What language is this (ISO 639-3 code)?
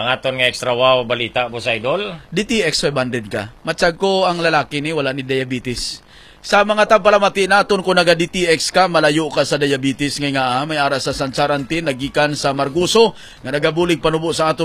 hil